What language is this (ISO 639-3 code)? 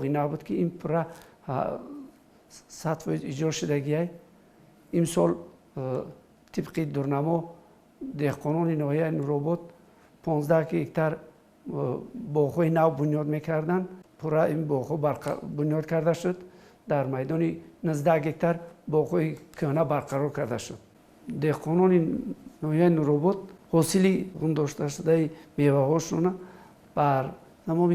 tgk